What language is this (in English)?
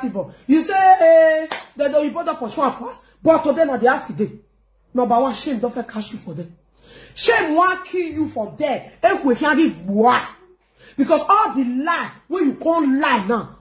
Nigerian Pidgin